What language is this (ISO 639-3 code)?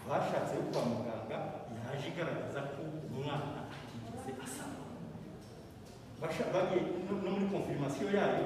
kin